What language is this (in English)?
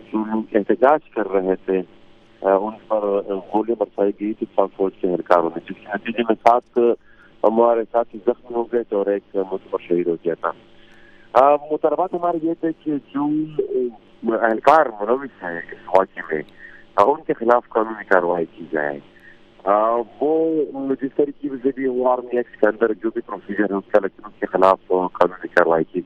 Urdu